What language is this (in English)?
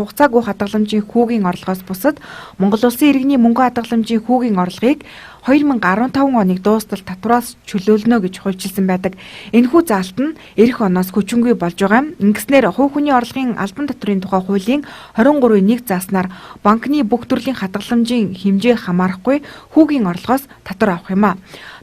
Mongolian